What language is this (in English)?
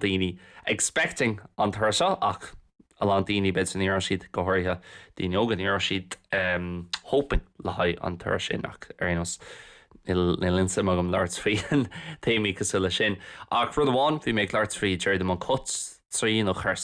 Irish